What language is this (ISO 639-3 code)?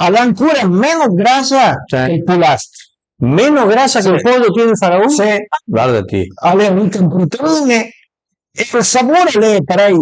pms